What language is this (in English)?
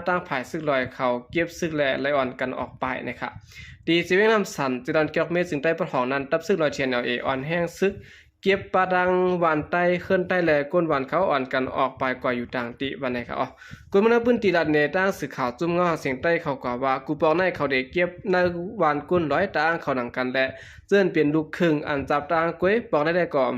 Shan